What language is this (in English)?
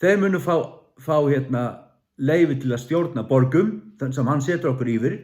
Faroese